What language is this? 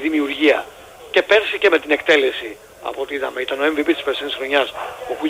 Greek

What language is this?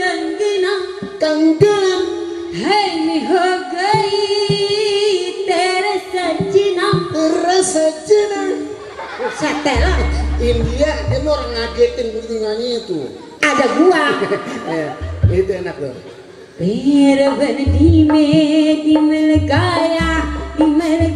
Betawi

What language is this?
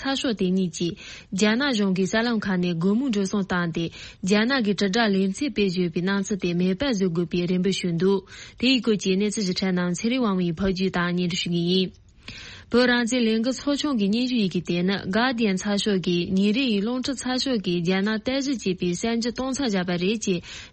Tibetan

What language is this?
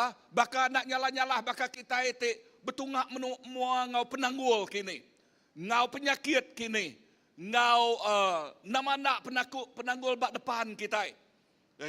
Iban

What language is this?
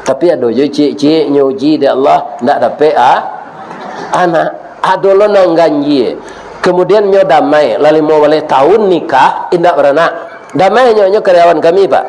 Minangkabau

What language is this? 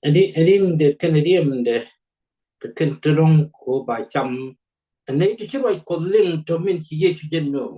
Nuer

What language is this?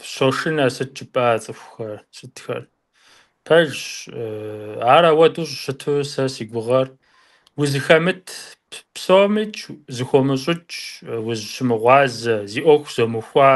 Kabardian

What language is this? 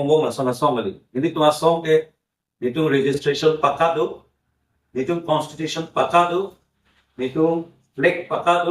Karbi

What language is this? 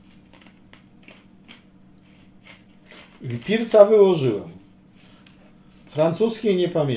Polish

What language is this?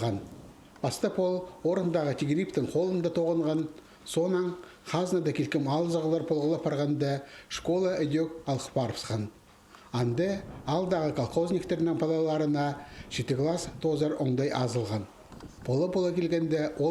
Khakas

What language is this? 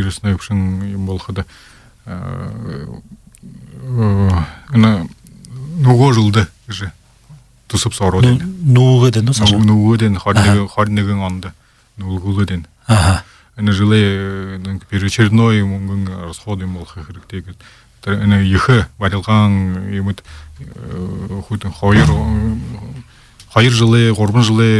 Buriat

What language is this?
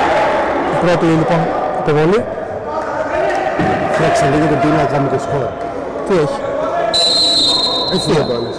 Greek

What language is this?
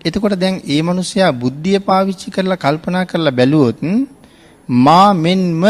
Sinhala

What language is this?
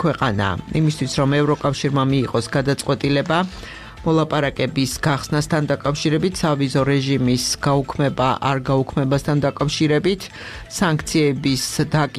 Georgian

